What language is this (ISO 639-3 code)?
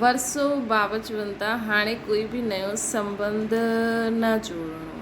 snd